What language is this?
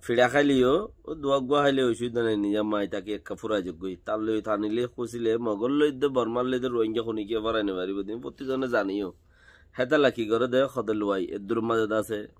Rohingya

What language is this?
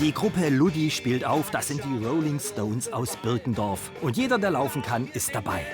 Swiss German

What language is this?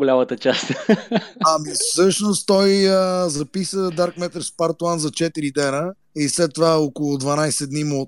Bulgarian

